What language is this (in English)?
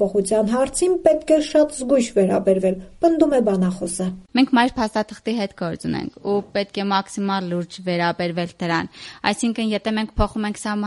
Armenian